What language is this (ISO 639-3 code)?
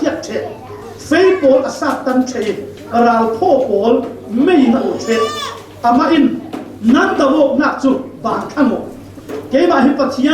cfm